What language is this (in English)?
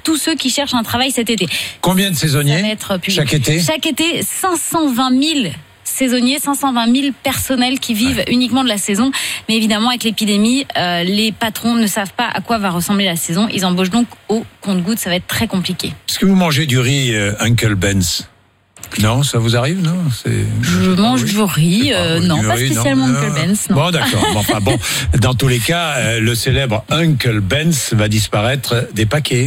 French